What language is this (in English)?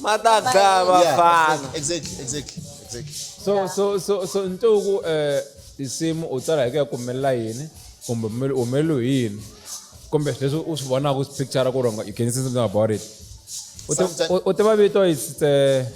Tsonga